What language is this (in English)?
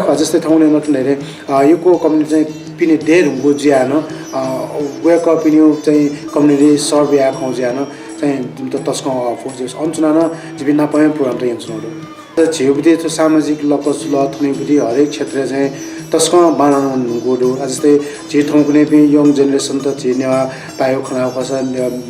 Newari